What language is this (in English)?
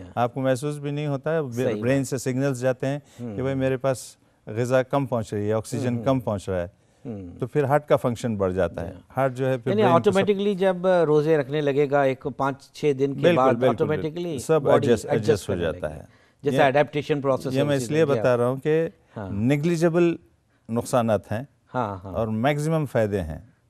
Urdu